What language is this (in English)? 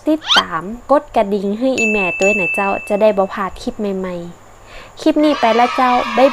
Northern Thai